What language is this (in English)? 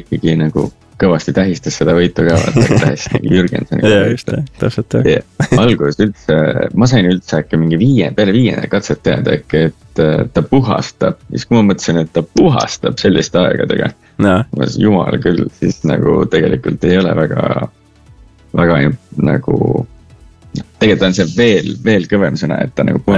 Estonian